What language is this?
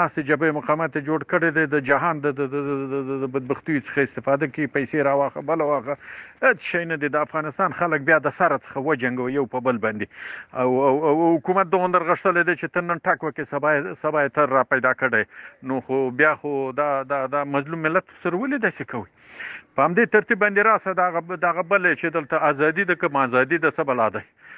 Pashto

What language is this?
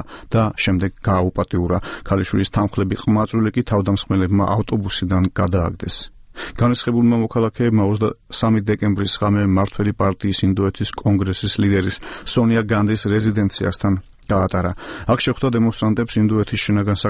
Georgian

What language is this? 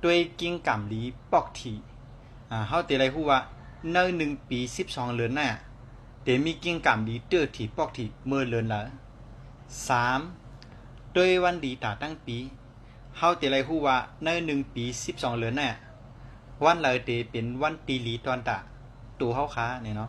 Shan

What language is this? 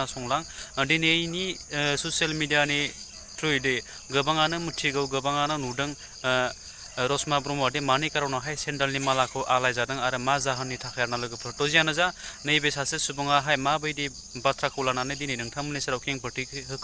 Bodo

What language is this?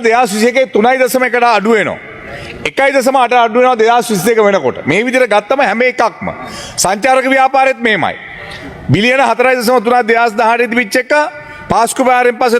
Sinhala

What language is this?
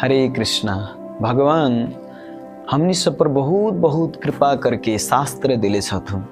Maithili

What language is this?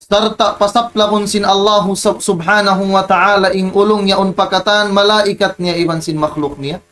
Tausug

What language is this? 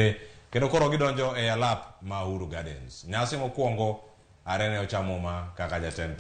Luo (Kenya and Tanzania)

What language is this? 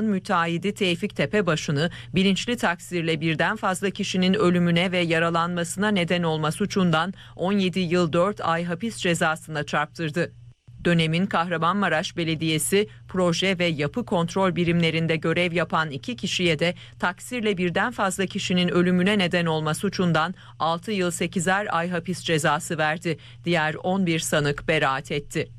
Turkish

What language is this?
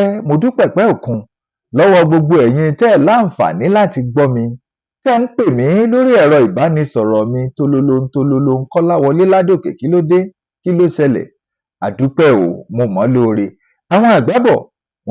Yoruba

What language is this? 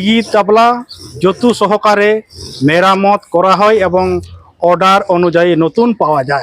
Santali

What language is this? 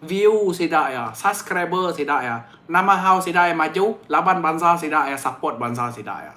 Iban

